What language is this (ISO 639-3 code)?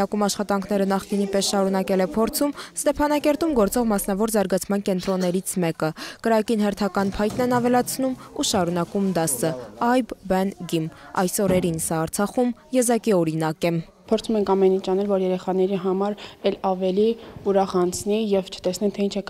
hye